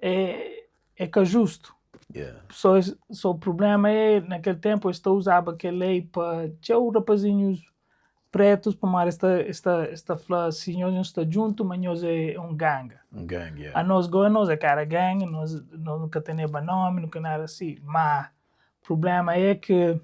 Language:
Kabuverdianu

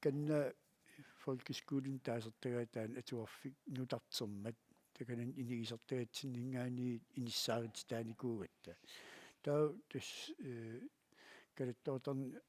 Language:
Kalaallisut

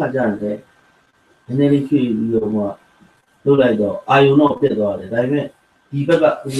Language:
Burmese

